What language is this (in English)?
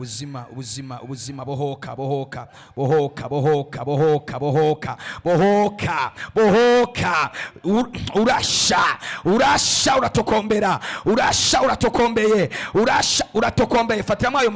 Rundi